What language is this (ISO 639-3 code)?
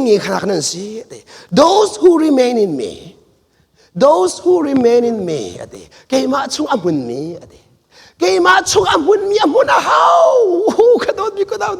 cnh